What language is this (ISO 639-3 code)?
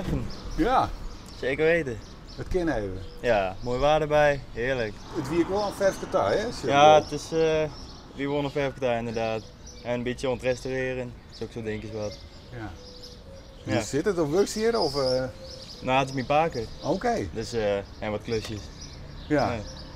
fry